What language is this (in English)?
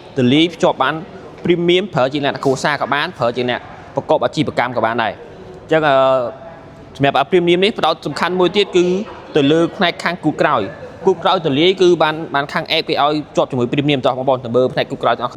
Khmer